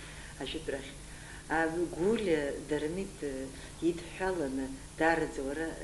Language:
Abkhazian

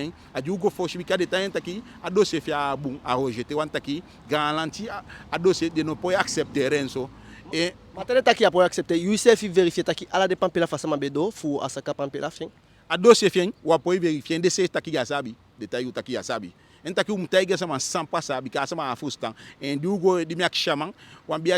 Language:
Eastern Maroon Creole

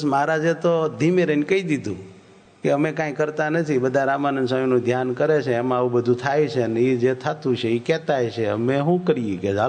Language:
Gujarati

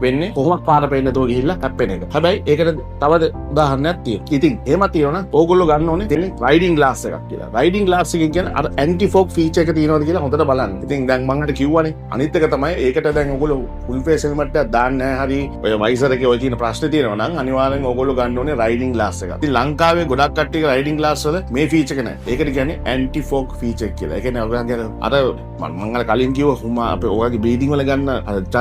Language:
Sinhala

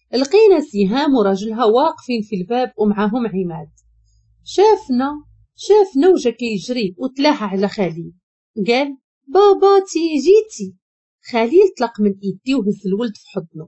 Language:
Moroccan Arabic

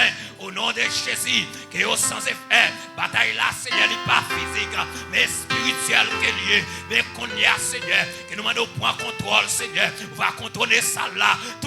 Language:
Haitian Creole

